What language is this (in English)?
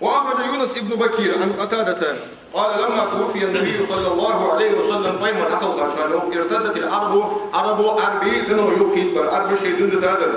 Ingush